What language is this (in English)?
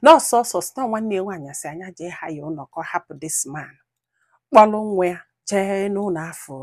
Igbo